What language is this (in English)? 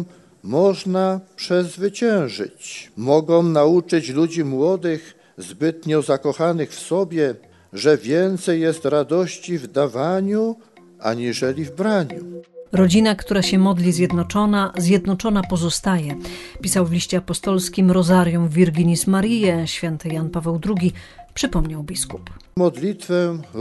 Polish